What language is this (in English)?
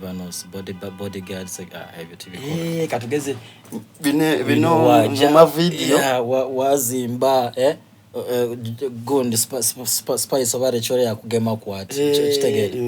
Soga